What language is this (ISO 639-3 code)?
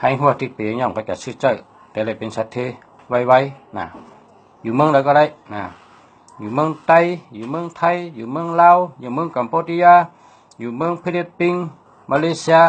shn